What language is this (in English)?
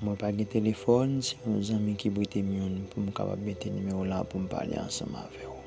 Haitian Creole